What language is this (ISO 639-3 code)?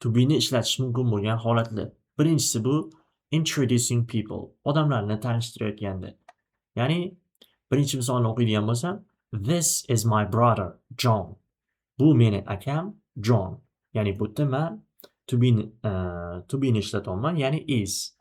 uzb